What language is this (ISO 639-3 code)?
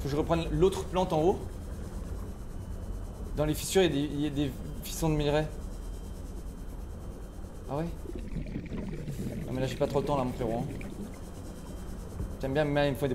fra